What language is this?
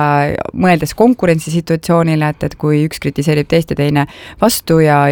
Estonian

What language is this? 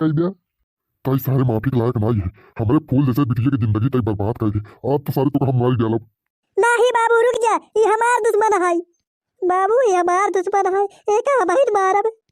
Bhojpuri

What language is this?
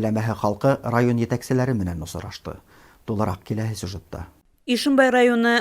Bashkir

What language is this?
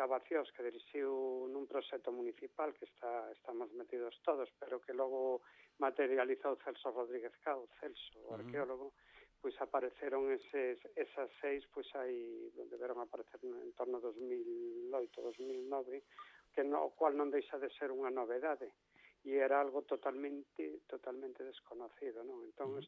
Galician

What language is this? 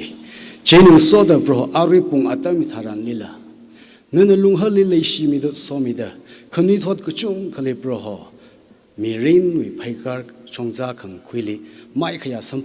Tangkhul Naga (India)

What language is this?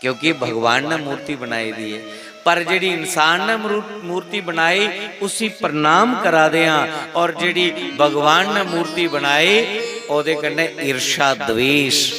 Dogri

